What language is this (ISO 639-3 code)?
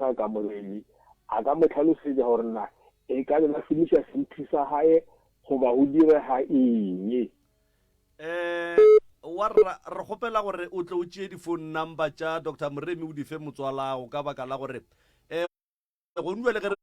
nso